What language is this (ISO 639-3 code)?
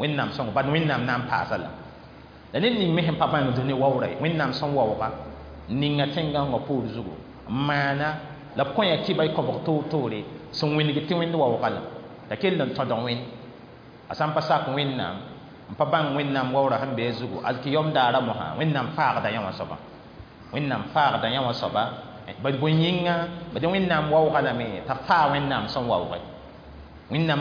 mos